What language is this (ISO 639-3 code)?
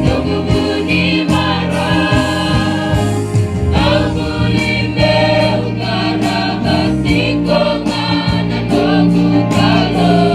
fij